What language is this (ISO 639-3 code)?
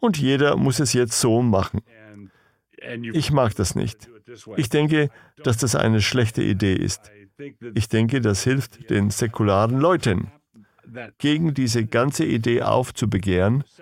deu